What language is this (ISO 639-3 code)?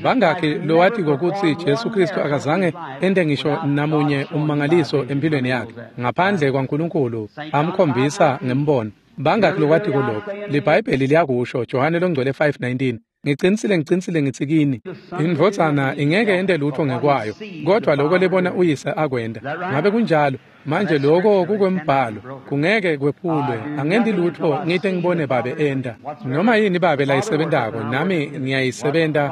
ssw